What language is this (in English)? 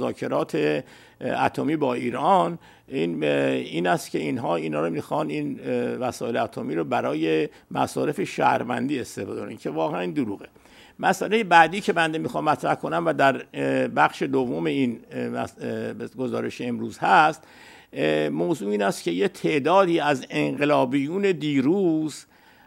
Persian